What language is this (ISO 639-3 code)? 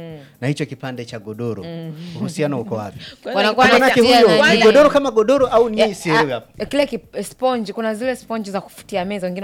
swa